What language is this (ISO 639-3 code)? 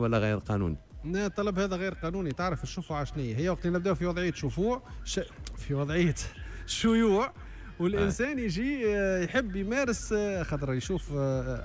aeb